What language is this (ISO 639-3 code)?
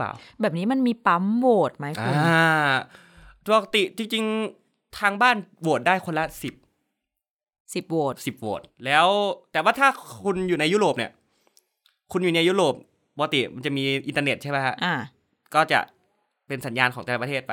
tha